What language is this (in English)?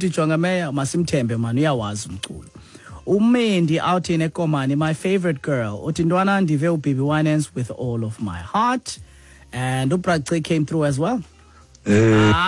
Xhosa